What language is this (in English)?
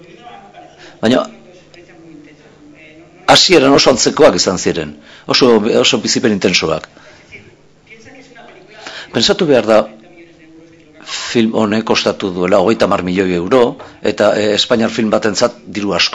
Basque